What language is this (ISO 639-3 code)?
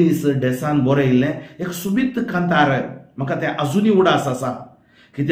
kok